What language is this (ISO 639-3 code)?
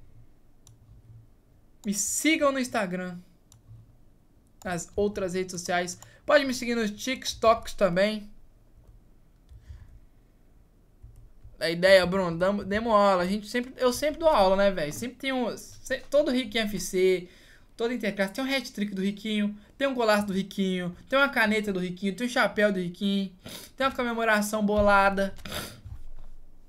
por